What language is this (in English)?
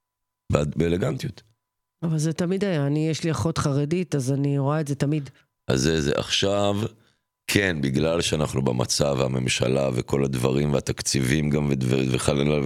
Hebrew